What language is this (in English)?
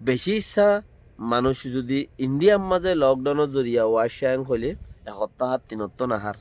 Rohingya